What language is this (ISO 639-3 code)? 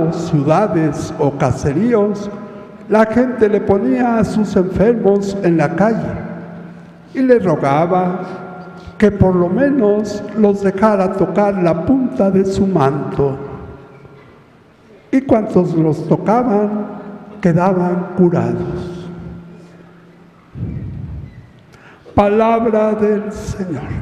spa